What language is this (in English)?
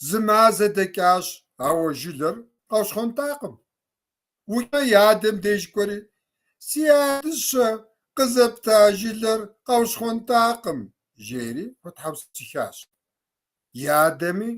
Kabardian